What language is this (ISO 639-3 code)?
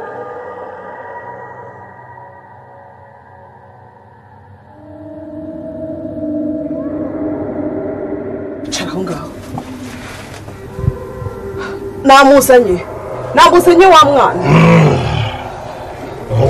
kin